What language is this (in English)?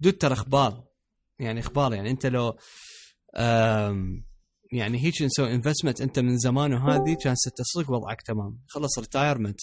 Mesopotamian Arabic